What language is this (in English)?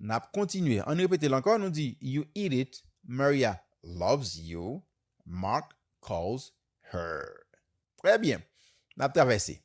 Haitian Creole